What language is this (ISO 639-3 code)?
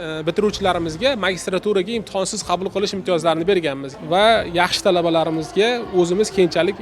uzb